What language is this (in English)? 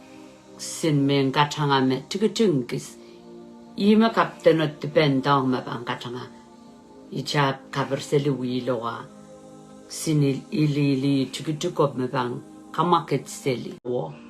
Pohnpeian